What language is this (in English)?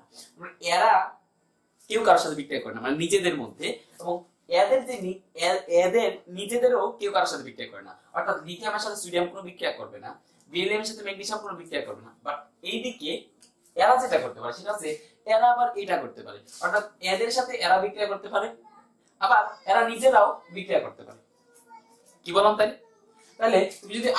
Bangla